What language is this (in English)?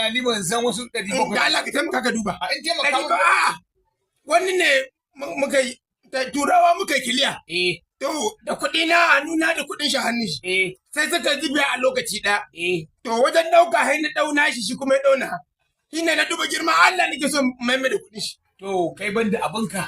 Hausa